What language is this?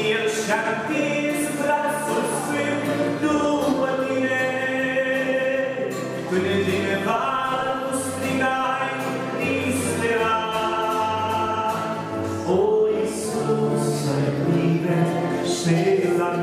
Romanian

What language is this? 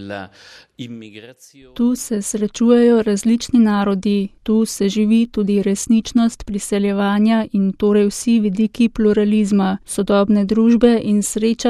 Slovenian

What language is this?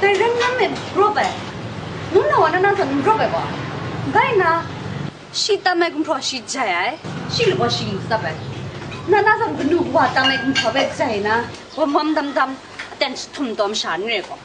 Kachin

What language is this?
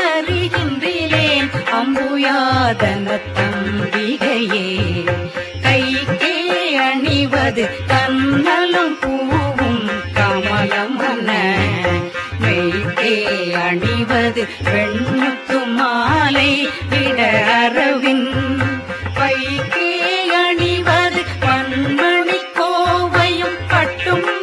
Tamil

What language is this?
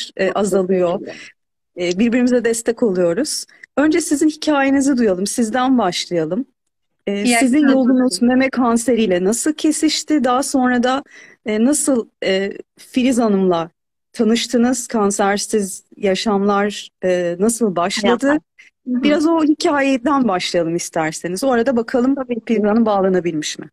Turkish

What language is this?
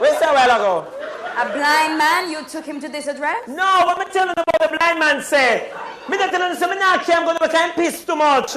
Jamaican Creole English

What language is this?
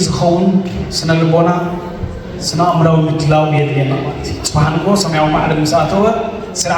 Tigrinya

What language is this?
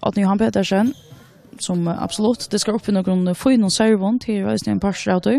Faroese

